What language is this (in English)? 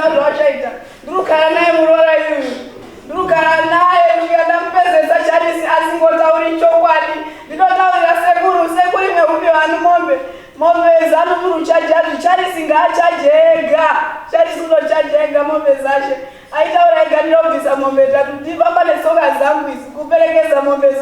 Shona